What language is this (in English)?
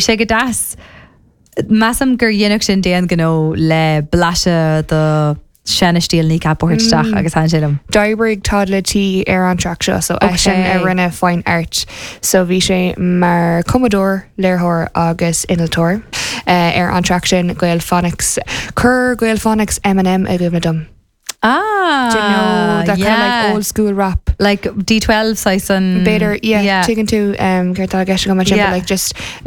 Irish